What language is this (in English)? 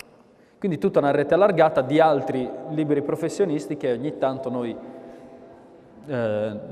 Italian